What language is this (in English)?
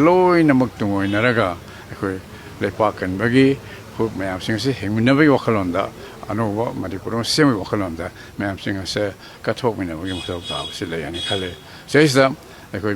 Manipuri